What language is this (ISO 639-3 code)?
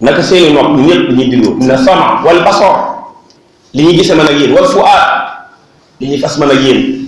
wol